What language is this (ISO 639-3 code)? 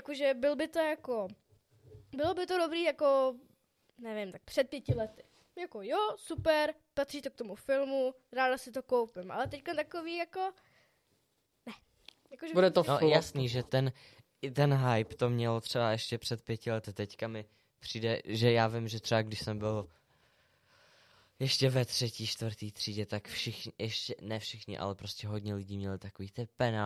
ces